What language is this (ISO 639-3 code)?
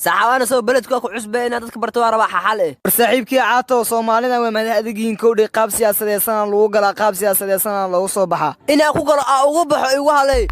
som